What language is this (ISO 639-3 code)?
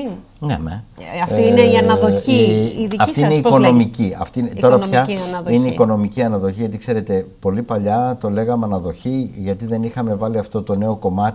ell